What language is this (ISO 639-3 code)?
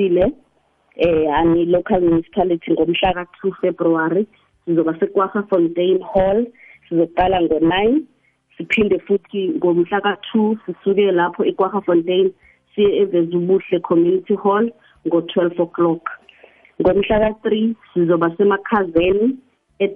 nbl